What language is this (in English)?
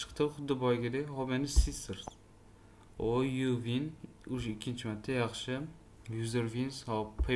Uzbek